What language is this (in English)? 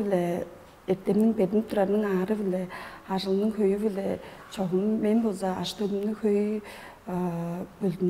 Tuvinian